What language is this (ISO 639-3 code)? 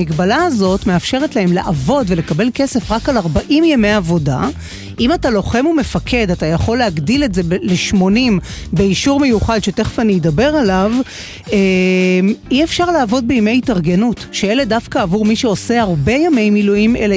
heb